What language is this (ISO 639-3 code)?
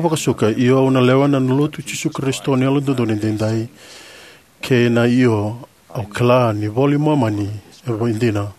fij